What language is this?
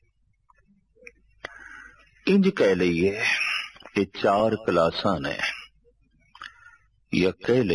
Punjabi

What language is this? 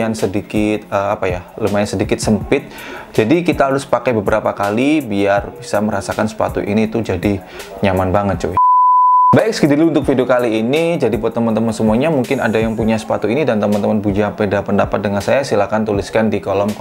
Indonesian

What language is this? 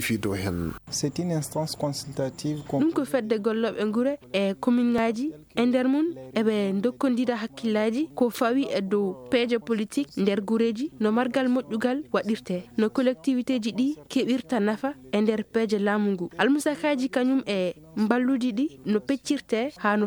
Fula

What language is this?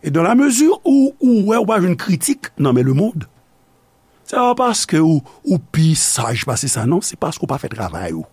Haitian Creole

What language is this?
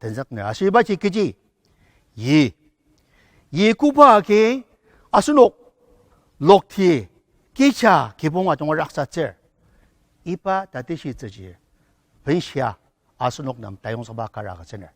Ao Naga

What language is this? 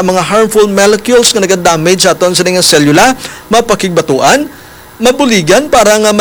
Hiligaynon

